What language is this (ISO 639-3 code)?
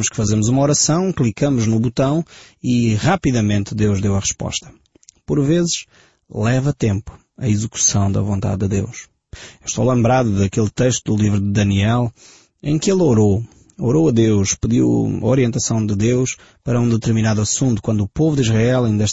por